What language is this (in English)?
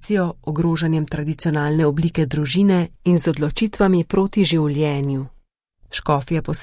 Slovenian